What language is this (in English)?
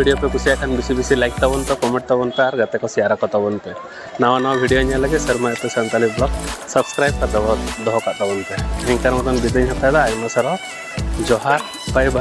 Santali